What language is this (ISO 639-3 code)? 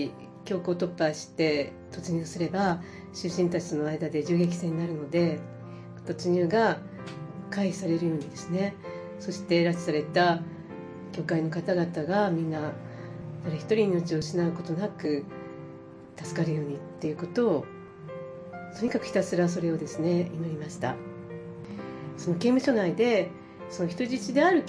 jpn